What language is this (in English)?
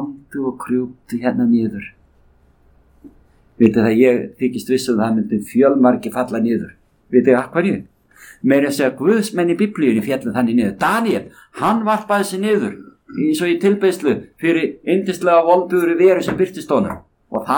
Icelandic